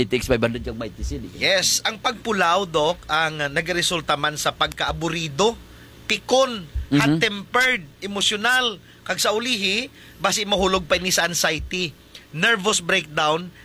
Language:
Hiligaynon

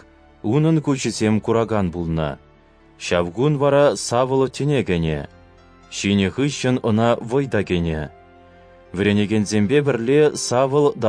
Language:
Chuvash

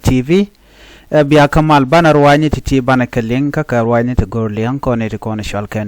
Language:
Nuer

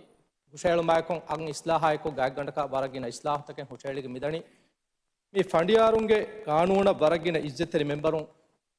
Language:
Divehi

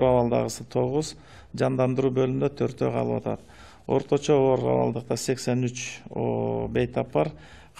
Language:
Kyrgyz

